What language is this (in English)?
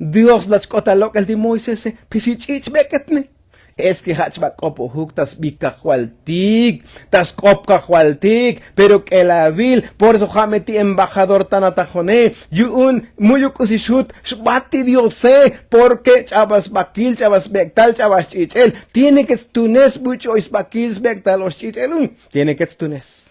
Tzotzil